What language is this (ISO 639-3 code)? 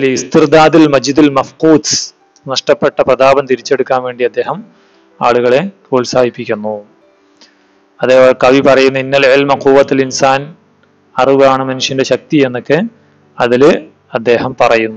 mal